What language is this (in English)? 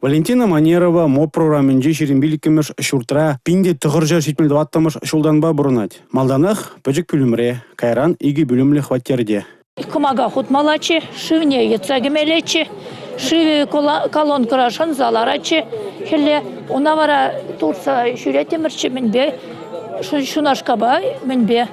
Chuvash